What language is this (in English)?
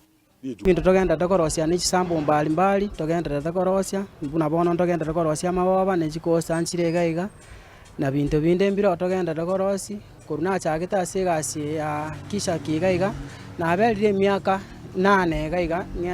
Gusii